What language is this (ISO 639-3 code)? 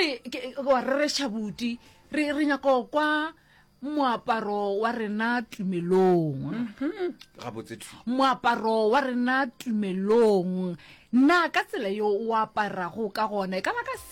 nso